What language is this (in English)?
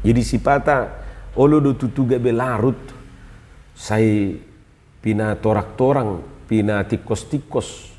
Batak Toba